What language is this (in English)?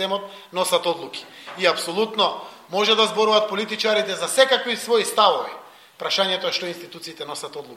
Macedonian